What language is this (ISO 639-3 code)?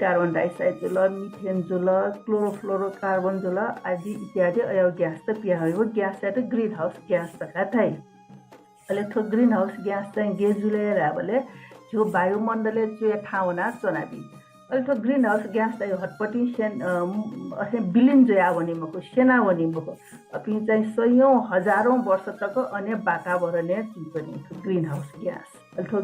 new